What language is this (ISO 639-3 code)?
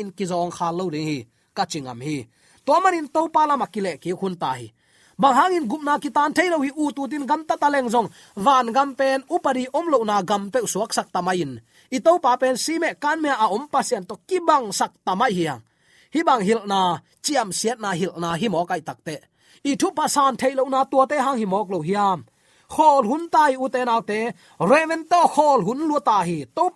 ctd